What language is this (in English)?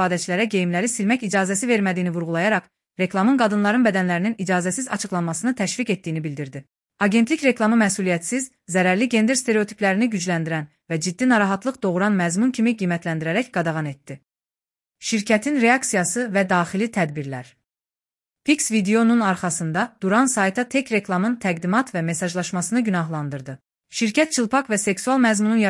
Azerbaijani